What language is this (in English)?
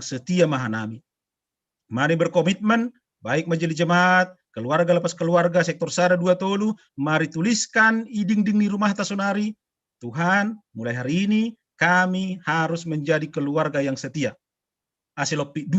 Batak Simalungun